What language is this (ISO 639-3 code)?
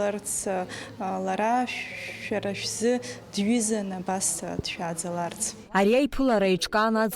abk